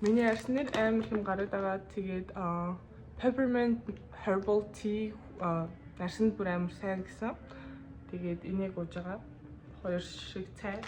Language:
Mongolian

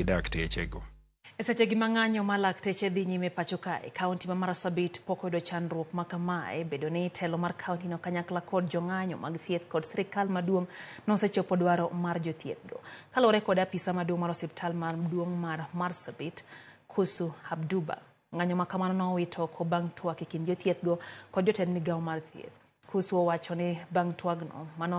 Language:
Luo (Kenya and Tanzania)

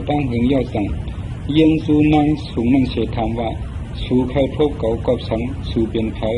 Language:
Shan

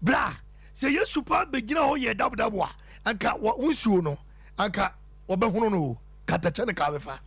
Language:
Akan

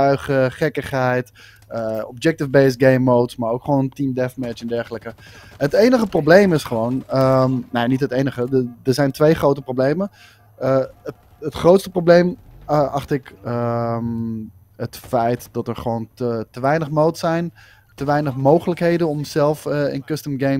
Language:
Dutch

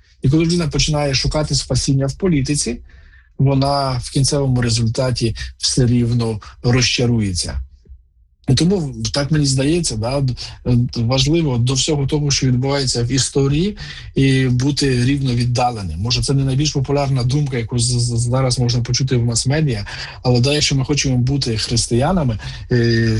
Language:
Ukrainian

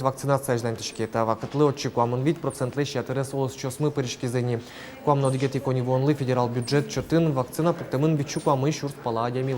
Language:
Udmurt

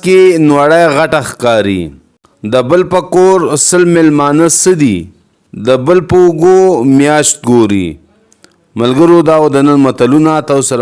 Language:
Pashto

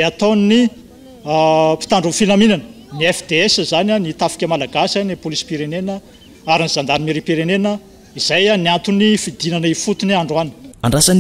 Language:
Malagasy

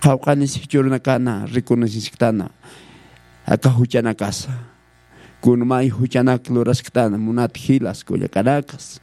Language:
Aymara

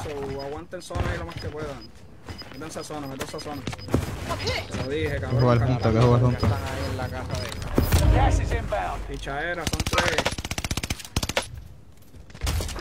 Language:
Spanish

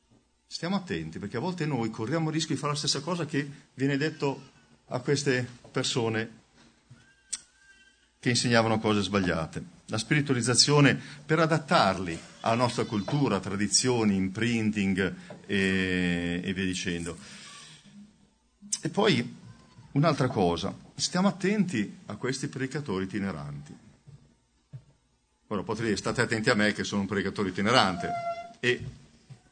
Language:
Italian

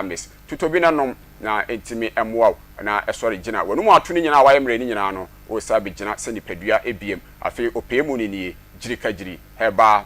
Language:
Akan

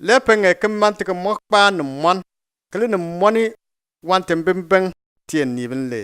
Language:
Bimoba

